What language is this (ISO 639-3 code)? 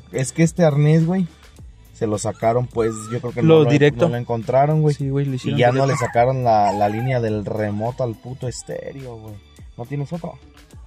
spa